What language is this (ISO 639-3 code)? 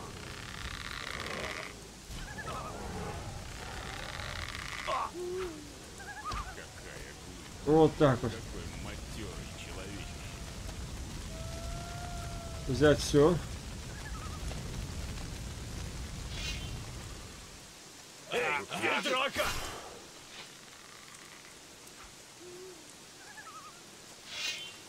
rus